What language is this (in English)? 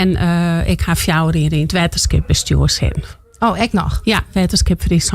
Western Frisian